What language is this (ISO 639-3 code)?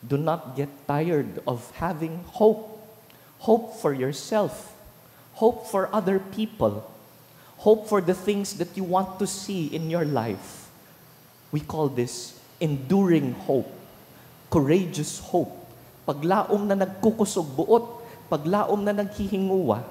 bik